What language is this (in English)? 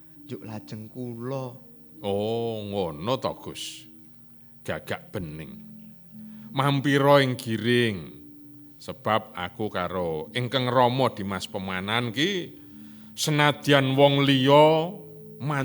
Javanese